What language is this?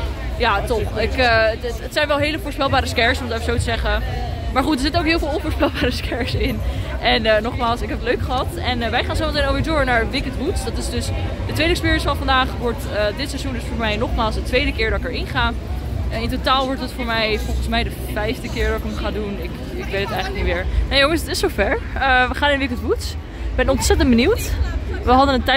Dutch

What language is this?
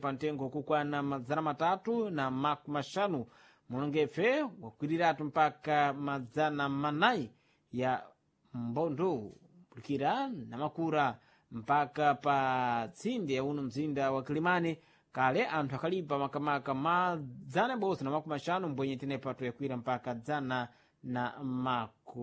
Sena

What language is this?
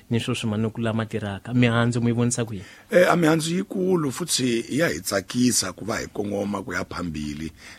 Tsonga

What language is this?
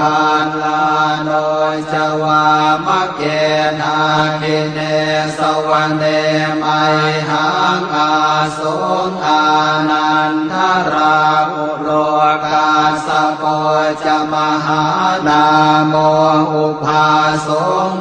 Pali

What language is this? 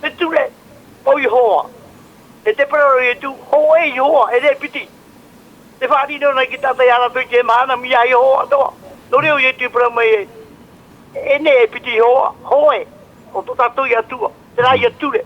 Tahitian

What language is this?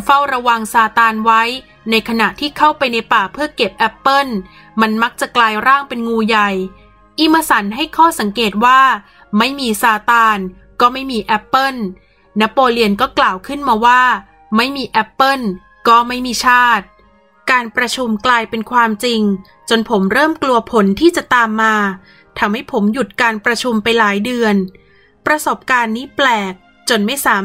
Thai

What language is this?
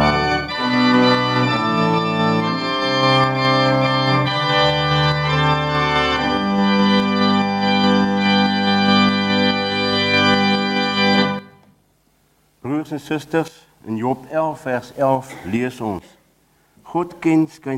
Afrikaans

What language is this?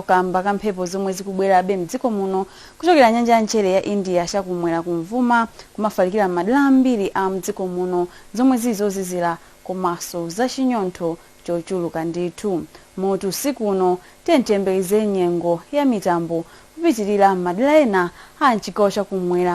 Nyanja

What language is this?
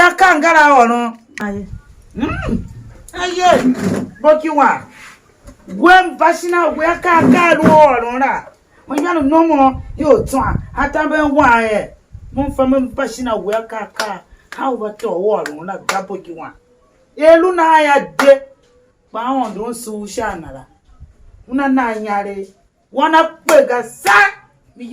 Tiv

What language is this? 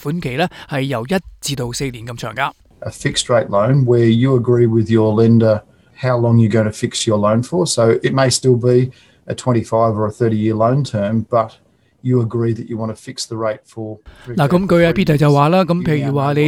Cantonese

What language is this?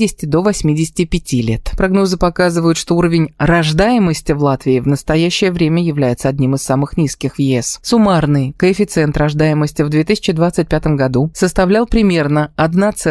Russian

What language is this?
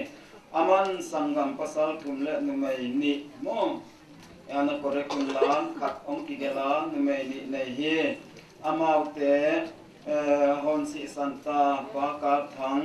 Paite Chin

